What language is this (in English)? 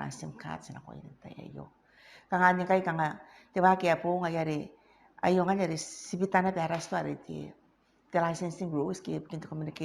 Gilbertese